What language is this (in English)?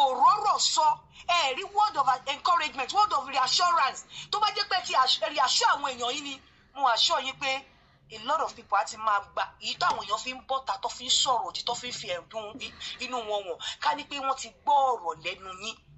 Yoruba